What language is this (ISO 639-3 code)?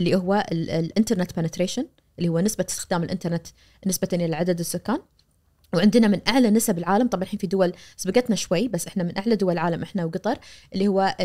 ars